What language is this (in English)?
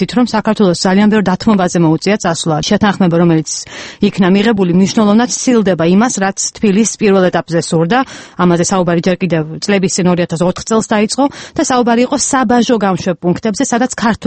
Georgian